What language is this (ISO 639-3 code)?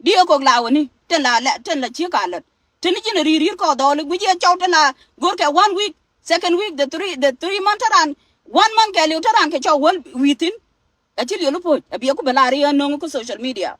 nus